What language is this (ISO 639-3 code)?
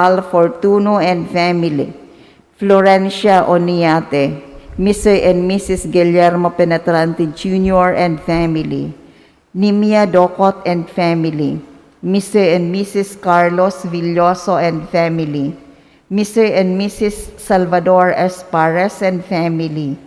bik